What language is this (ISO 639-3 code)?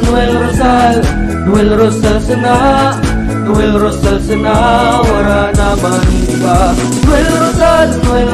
bik